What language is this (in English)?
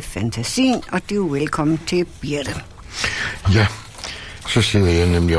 Danish